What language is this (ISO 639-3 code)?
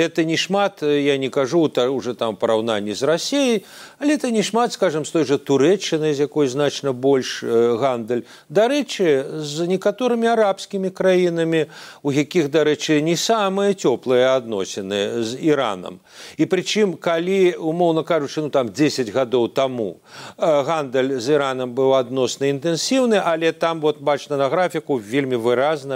bel